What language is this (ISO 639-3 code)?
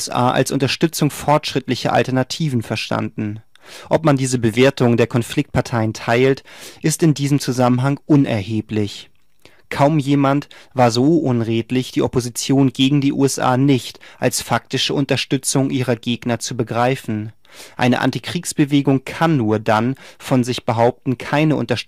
deu